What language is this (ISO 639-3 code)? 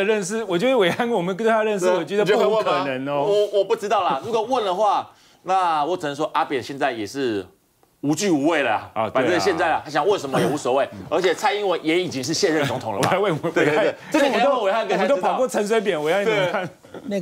zho